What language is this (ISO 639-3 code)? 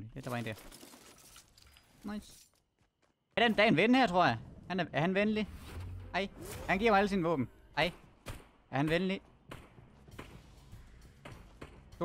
dan